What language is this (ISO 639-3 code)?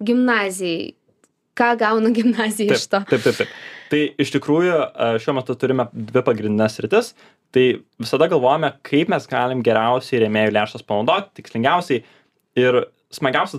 lit